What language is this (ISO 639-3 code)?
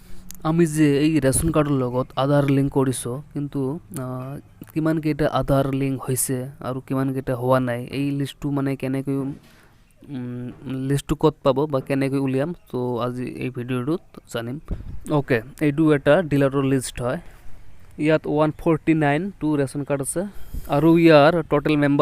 asm